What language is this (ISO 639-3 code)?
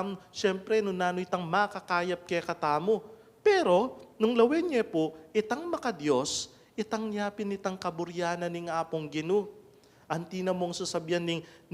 pam